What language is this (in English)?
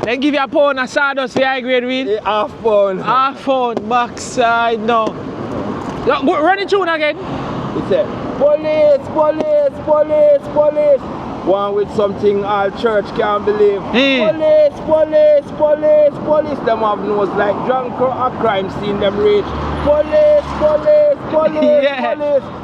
Jamaican Creole English